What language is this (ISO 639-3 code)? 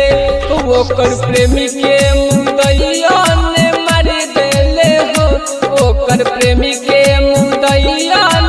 bho